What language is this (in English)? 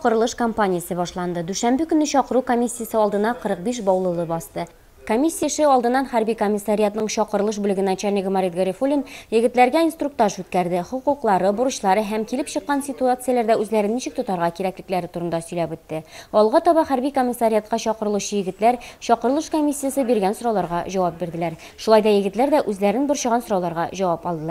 Tatar